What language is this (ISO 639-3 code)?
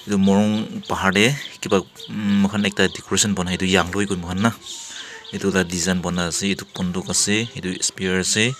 nag